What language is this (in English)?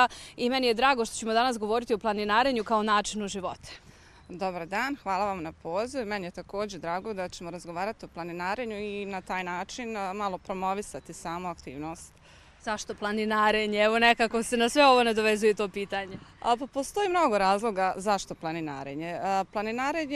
Bosnian